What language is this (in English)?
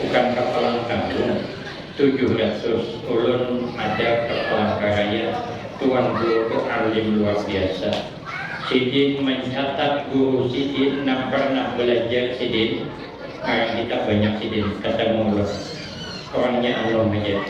Banjar